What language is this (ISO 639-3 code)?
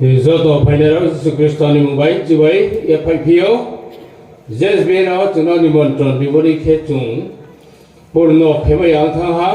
ria